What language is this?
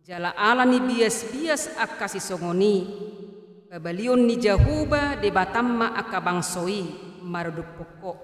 Batak Toba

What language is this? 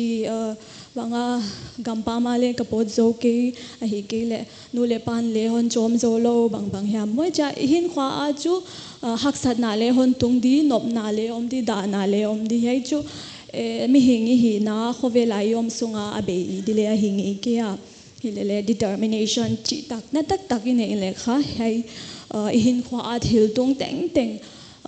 Paite Chin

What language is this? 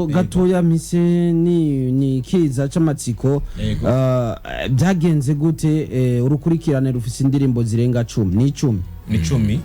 Rundi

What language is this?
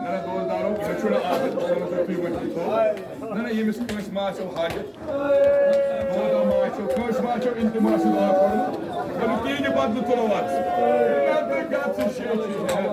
Kashmiri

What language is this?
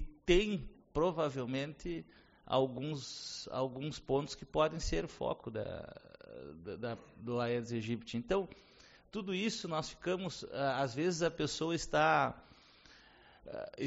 Portuguese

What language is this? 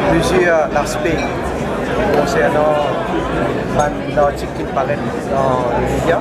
Morisyen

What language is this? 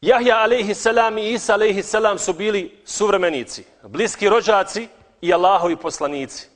Bosnian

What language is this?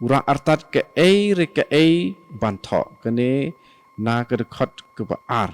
Khasi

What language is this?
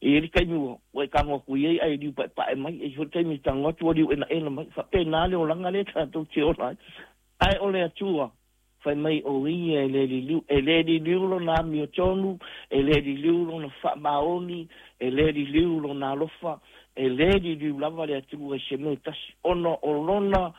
Samoan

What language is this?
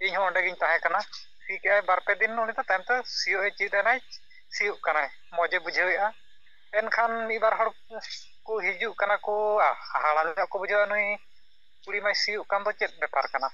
Santali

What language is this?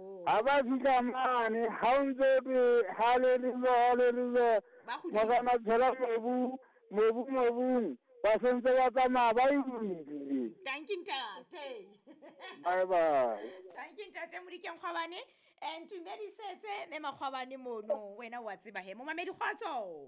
Southern Sotho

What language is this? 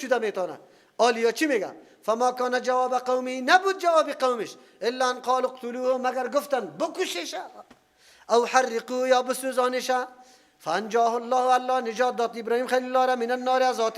Persian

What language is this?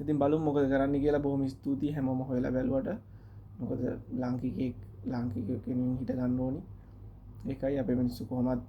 Sinhala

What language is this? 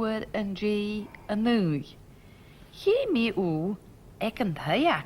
Scottish Gaelic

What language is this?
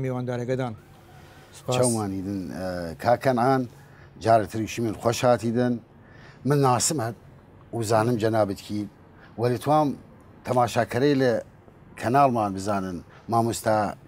Southern Kurdish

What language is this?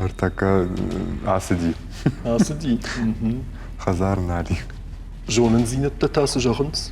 Ossetic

